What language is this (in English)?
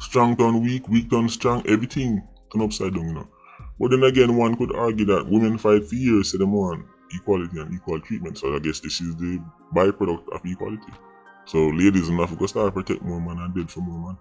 Jamaican Creole English